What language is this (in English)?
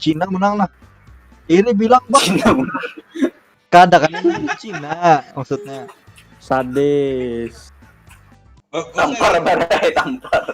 Banjar